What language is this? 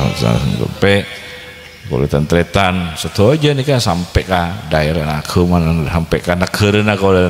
Madurese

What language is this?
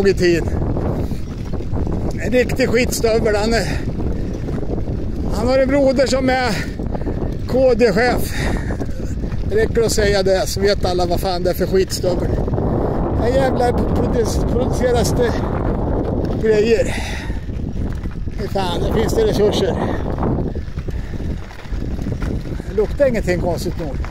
Swedish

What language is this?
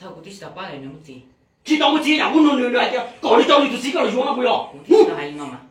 Hmong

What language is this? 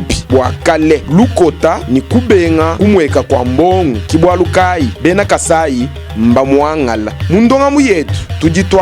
Luba-Lulua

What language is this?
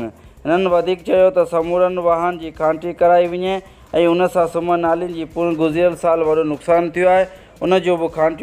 Sindhi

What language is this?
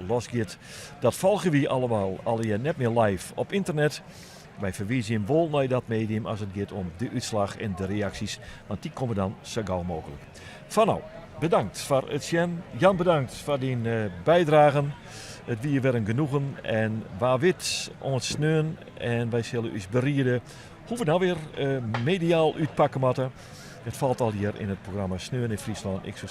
Western Frisian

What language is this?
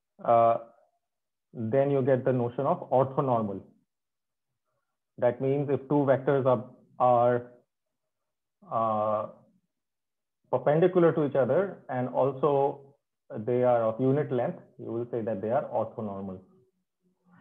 English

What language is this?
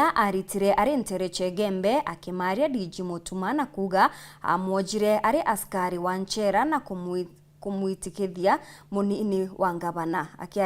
Meru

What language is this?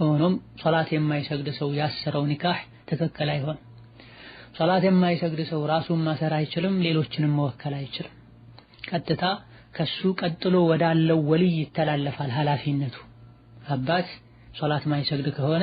Amharic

